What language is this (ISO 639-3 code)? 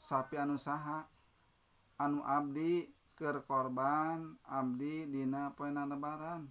sun